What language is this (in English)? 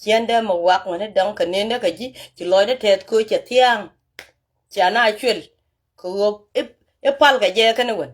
Nuer